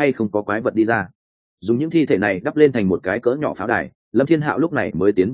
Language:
Vietnamese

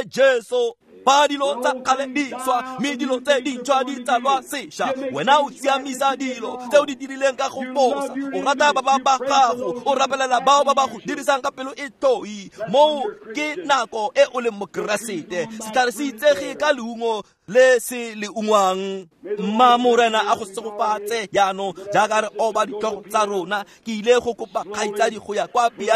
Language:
Tswana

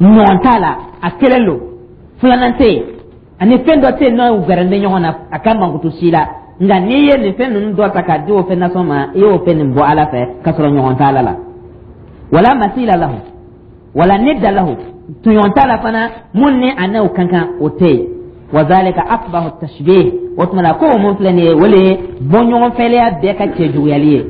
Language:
Dyula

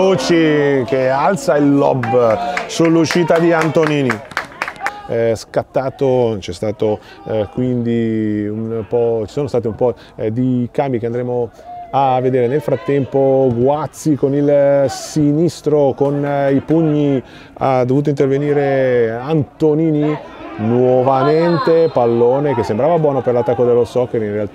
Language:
Italian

